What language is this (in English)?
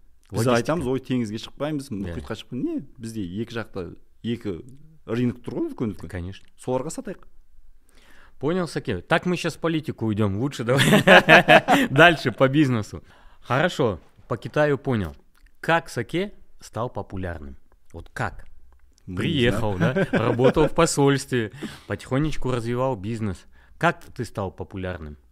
Kazakh